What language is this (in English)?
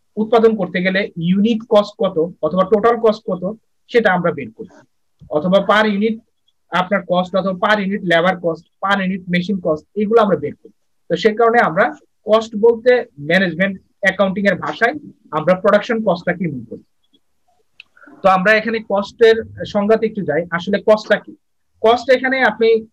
Bangla